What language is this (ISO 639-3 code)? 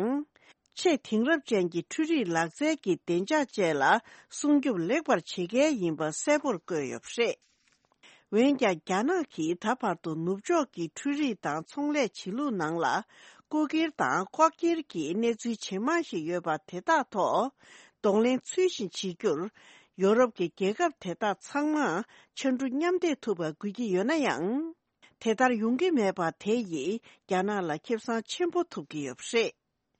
bod